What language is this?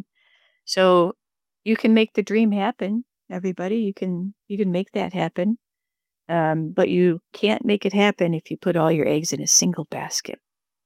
English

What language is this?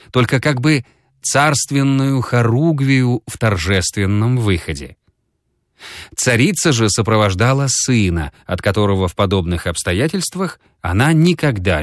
Russian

